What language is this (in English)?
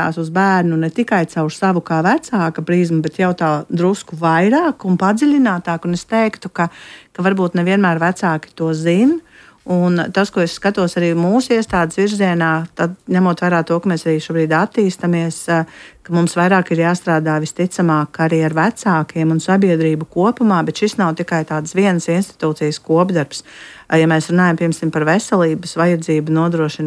Latvian